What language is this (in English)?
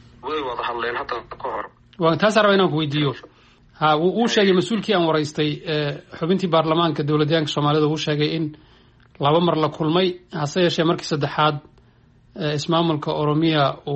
Somali